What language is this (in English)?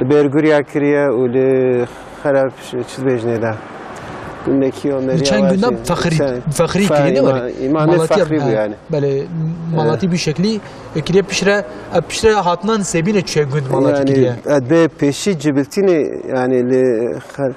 Kurdish